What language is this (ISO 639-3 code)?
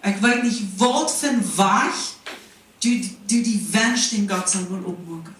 pdt